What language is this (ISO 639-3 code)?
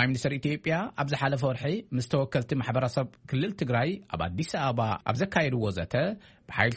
tir